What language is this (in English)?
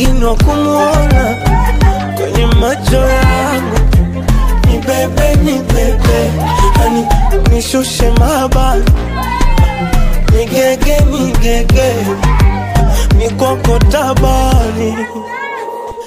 Swahili